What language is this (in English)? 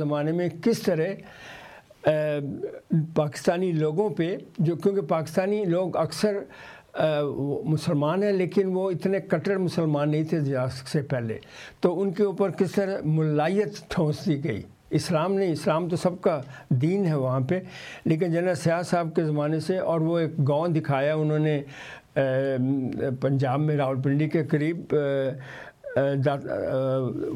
Urdu